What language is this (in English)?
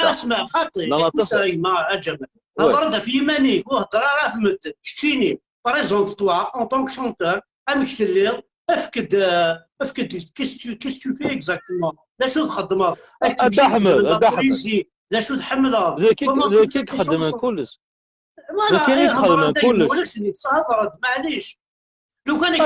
Kabyle